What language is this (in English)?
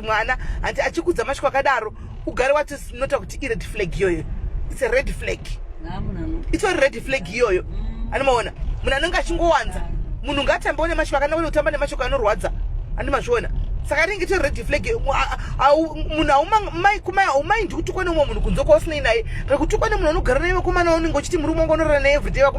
Shona